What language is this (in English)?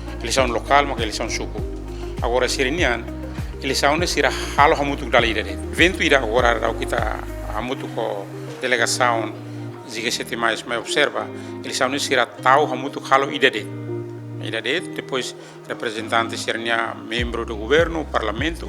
Tetum